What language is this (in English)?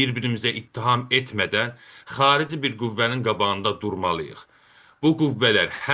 South Azerbaijani